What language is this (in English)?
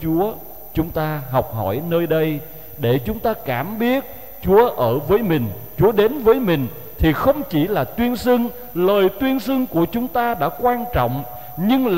Vietnamese